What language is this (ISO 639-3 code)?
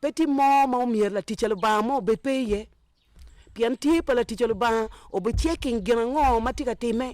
ach